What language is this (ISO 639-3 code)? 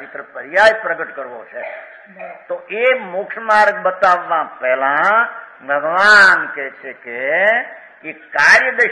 guj